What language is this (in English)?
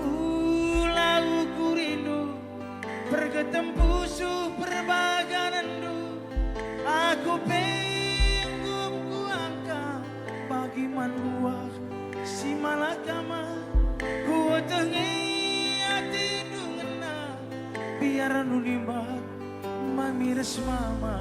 Batak Karo